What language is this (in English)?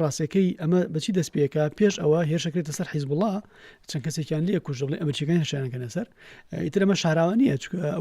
Central Kurdish